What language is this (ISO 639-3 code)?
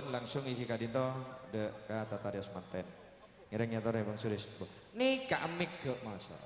mad